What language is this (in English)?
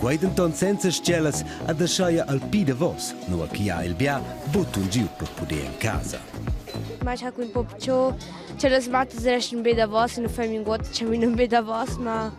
Romansh